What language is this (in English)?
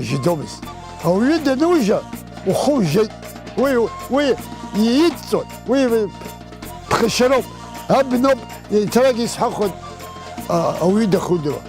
Abkhazian